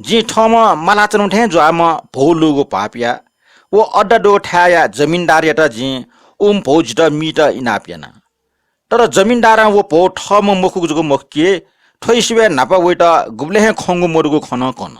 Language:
Newari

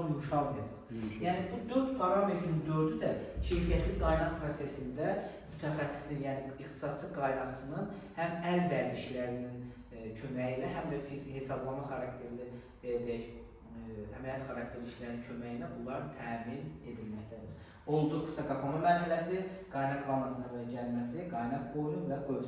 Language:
Azerbaijani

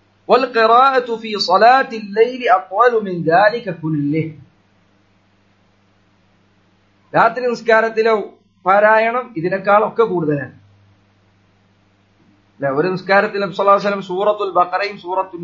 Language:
Malayalam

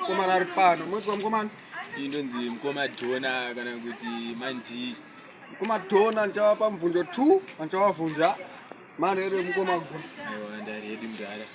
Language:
Shona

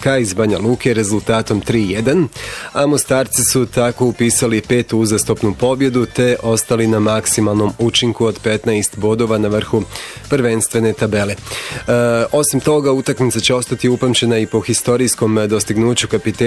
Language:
Bosnian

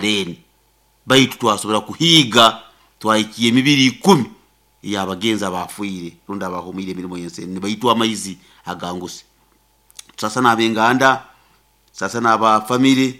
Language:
Nyoro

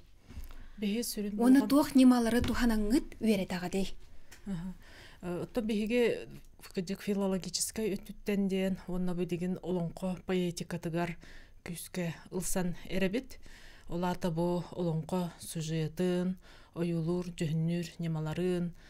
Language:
Yakut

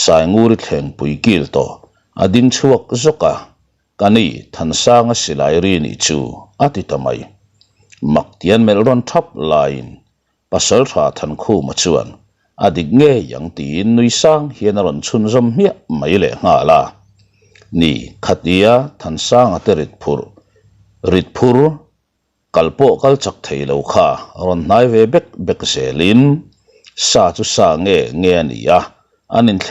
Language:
Mizo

